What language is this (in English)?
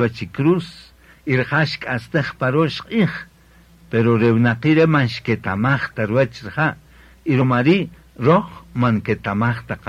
Kaqchikel